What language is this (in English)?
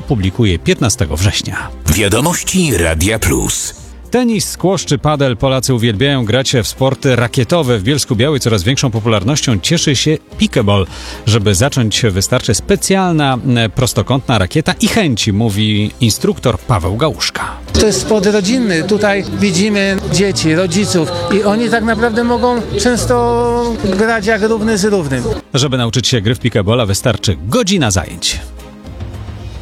Polish